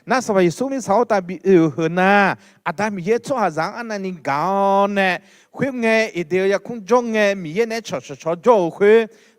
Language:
Akha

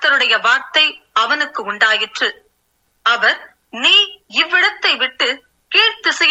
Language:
Tamil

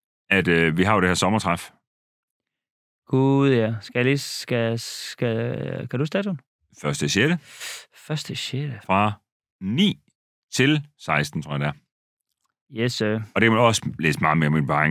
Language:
Danish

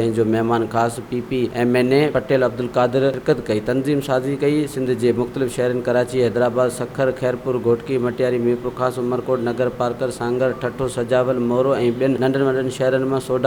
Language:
Sindhi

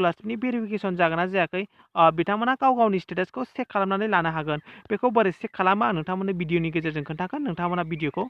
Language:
Bodo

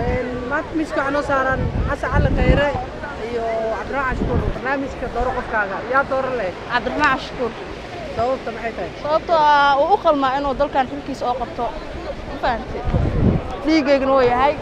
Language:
Somali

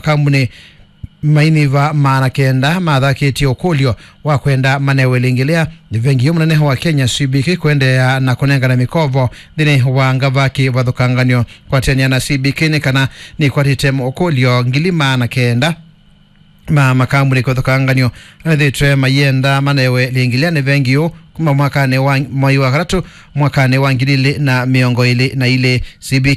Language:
Kamba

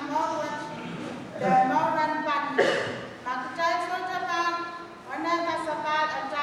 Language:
Pohnpeian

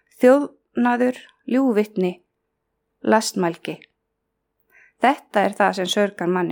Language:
Icelandic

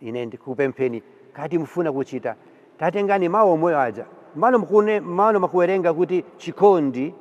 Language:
Nyanja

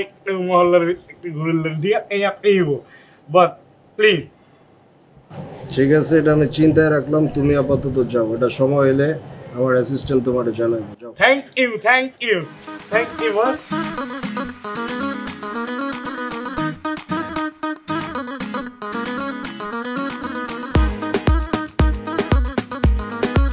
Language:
Bangla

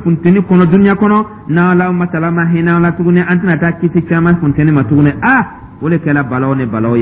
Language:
Dyula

